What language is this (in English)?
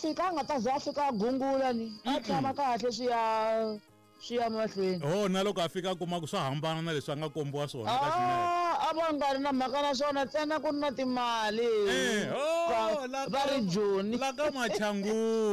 Tsonga